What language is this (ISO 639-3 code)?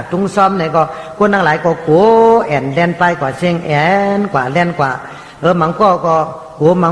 shn